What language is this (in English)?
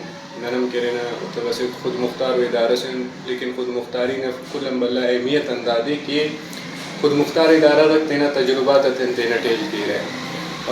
Brahui